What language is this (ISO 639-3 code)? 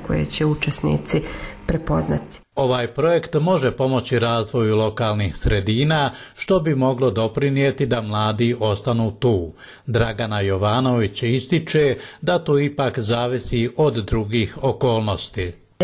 bos